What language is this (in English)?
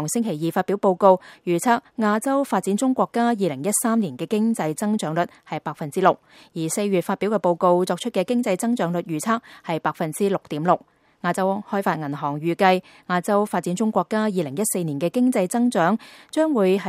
Cantonese